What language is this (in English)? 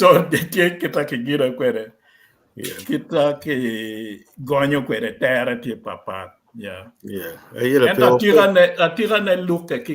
Acoli